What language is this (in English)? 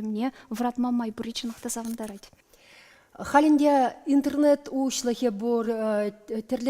Chuvash